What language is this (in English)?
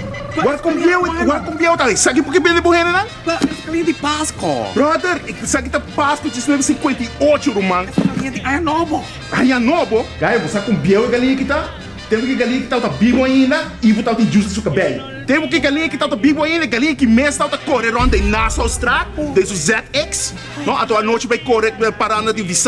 Papiamento